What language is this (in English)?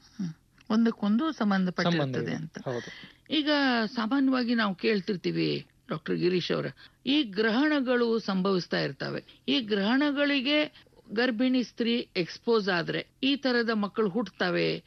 Kannada